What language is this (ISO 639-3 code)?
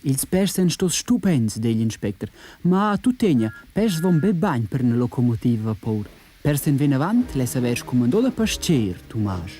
roh